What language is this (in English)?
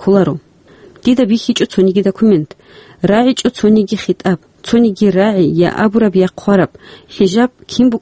Avaric